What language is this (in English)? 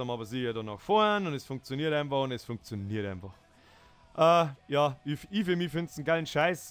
Bavarian